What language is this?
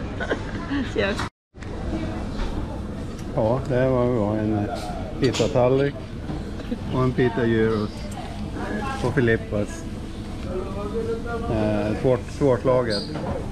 Swedish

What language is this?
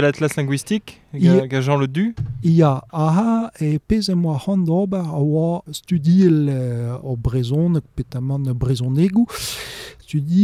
Breton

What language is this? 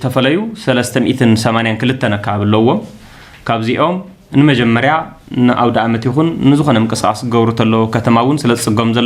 Tigrinya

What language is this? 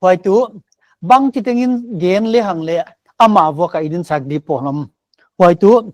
Paite Chin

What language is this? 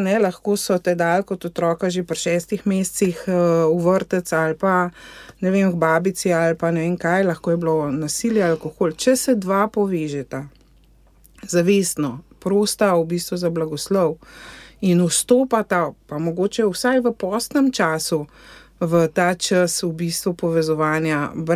Slovenian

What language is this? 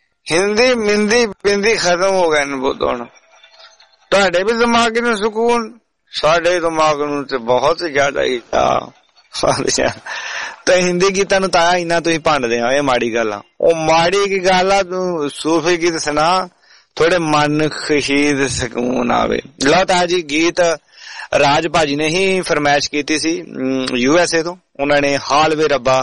Punjabi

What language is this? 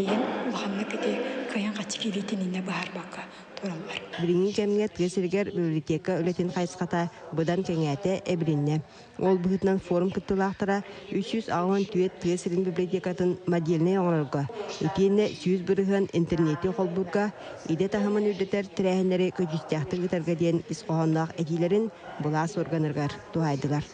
Yakut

